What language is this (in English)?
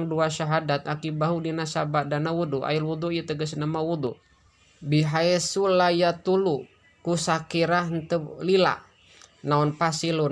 Sundanese